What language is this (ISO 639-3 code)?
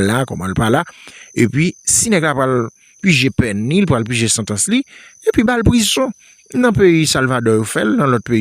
hat